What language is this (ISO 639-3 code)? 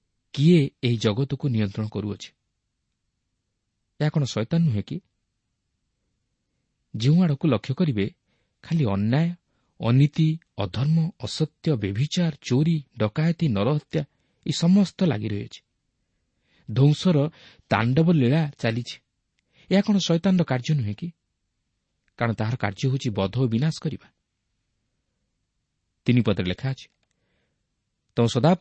ori